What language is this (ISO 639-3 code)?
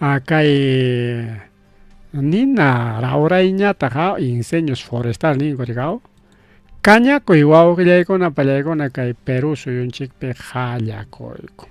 quy